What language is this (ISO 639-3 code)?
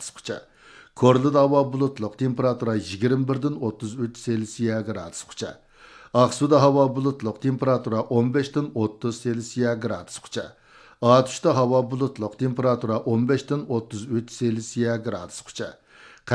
uig